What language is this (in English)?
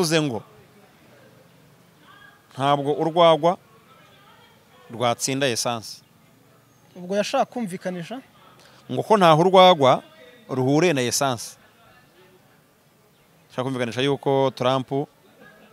Kinyarwanda